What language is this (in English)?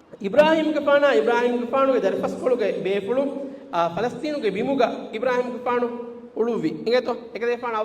Divehi